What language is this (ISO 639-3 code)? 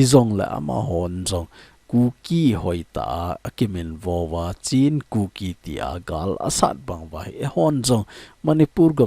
tcz